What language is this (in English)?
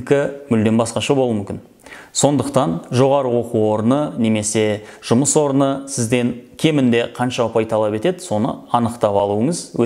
Kazakh